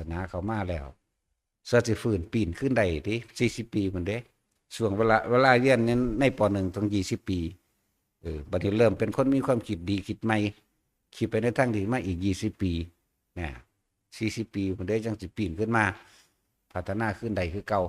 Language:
Northeastern Thai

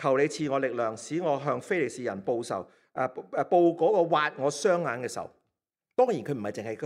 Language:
Cantonese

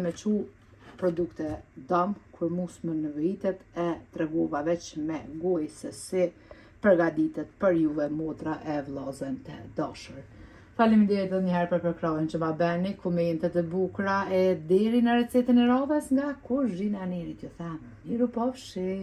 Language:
Albanian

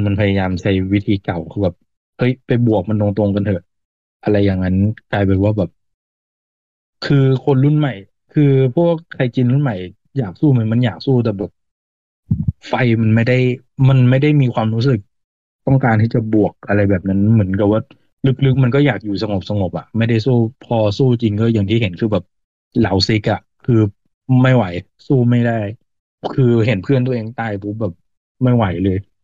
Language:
Thai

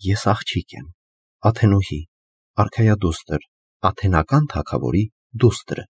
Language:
Armenian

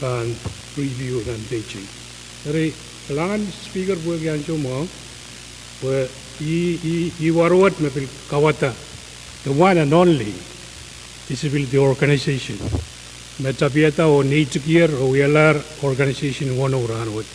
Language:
Pohnpeian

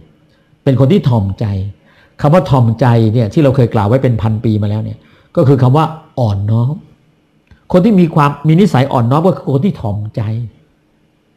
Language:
Thai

